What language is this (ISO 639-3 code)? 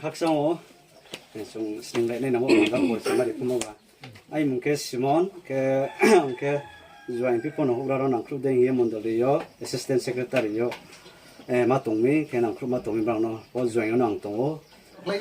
ria